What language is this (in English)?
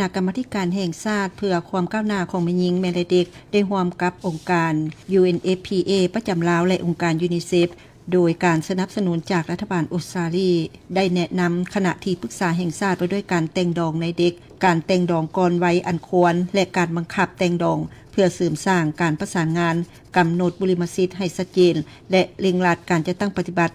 Lao